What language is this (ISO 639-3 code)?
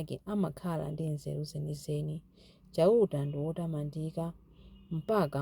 nya